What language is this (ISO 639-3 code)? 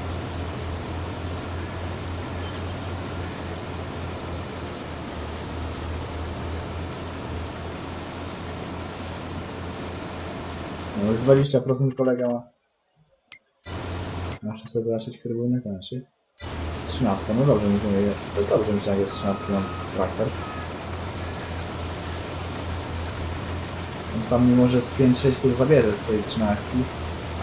pol